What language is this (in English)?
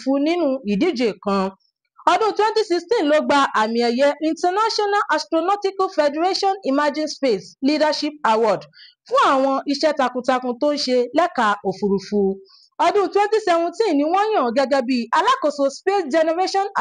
Yoruba